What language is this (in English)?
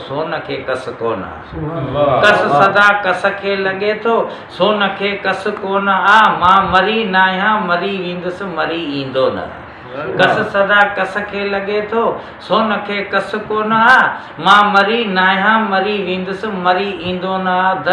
Sindhi